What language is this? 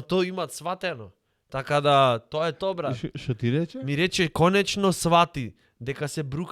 Macedonian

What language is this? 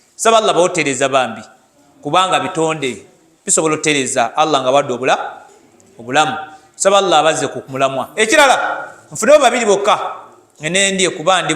Ganda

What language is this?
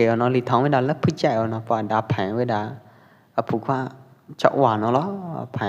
Pwo Eastern Karen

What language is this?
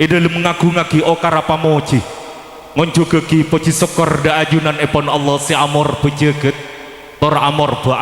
Madurese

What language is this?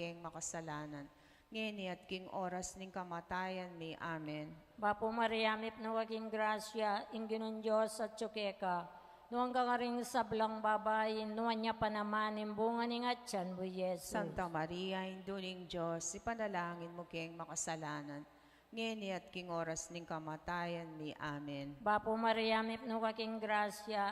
Pampanga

